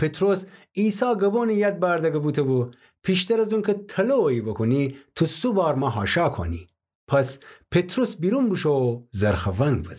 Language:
Gilaki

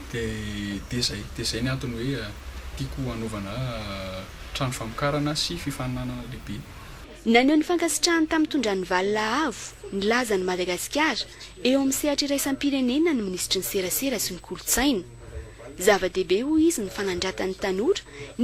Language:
Malagasy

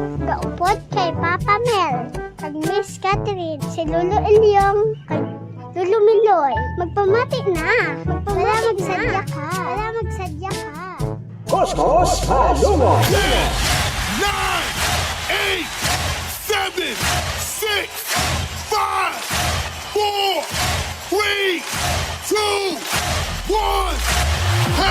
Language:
Hiligaynon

